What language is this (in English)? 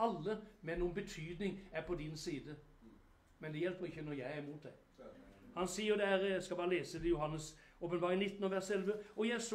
Norwegian